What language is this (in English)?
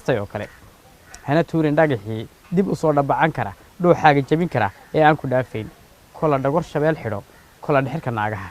Somali